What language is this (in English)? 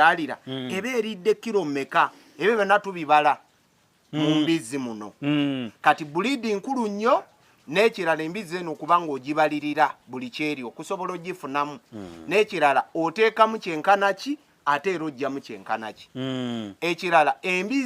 Ganda